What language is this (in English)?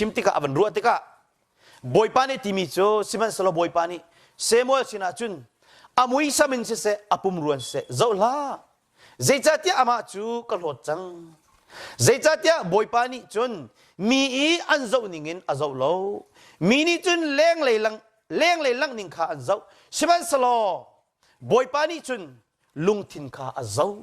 Hakha Chin